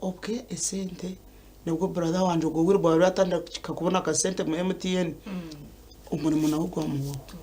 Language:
Nyankole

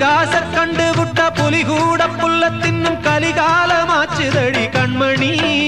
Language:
Tamil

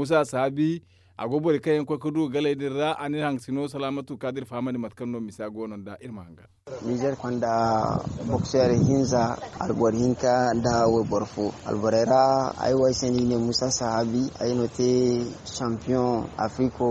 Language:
Zarma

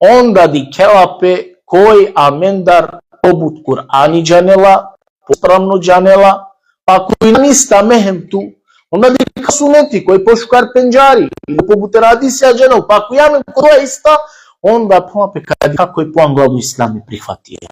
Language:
Balkan Romani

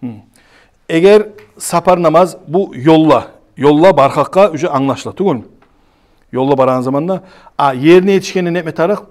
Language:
Kumyk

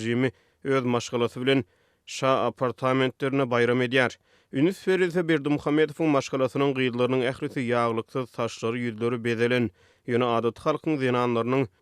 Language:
Turkmen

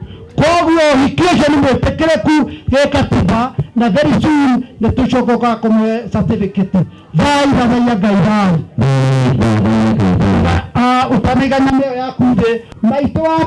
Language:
Kikuyu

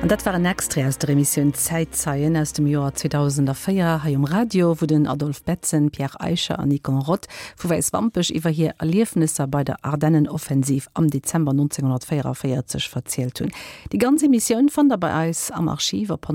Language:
Luxembourgish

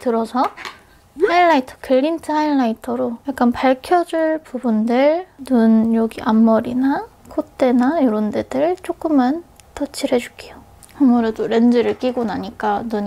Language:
Korean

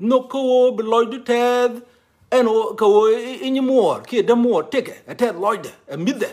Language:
Nuer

